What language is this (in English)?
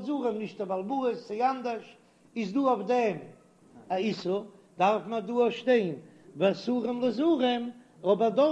Yiddish